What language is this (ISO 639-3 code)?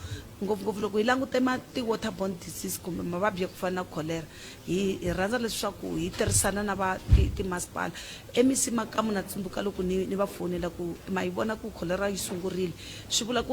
tso